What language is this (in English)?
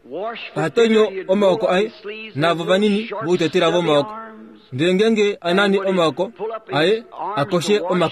Kuanyama